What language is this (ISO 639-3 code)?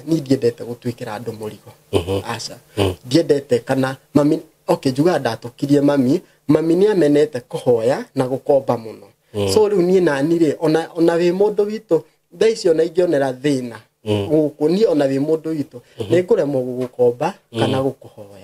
kik